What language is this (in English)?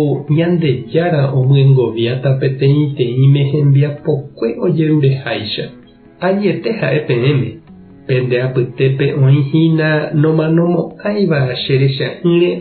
Guarani